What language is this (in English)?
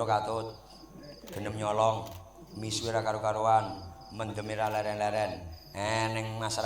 Javanese